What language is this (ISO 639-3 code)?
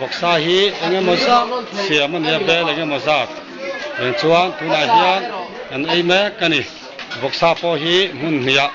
lus